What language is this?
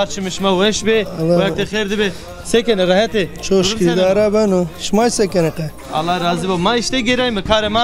Zaza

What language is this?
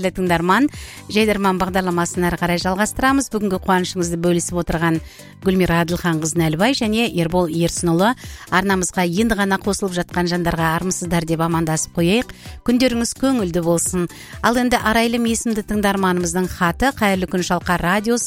Kazakh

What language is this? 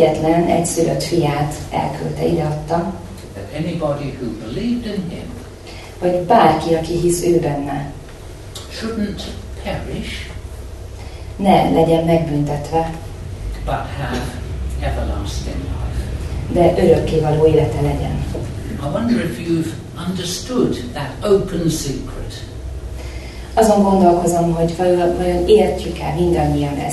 Hungarian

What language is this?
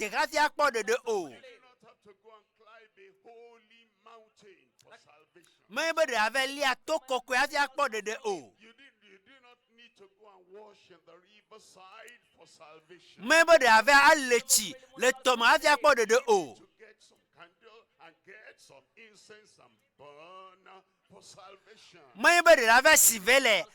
Ewe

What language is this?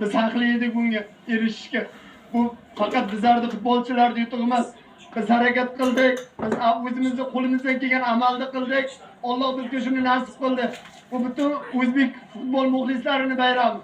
Uzbek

